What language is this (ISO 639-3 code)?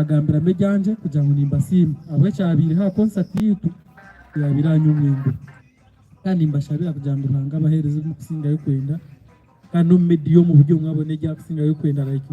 nyn